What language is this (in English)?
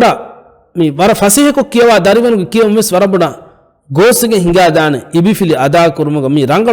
Divehi